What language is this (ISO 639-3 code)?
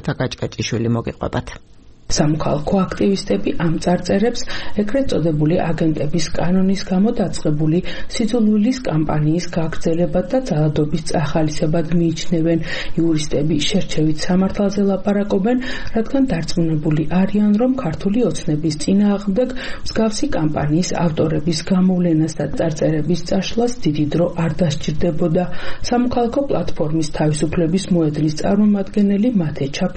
kat